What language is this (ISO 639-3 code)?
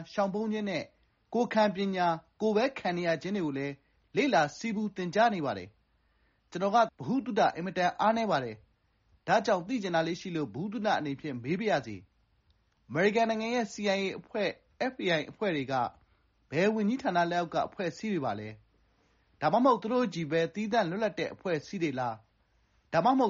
mya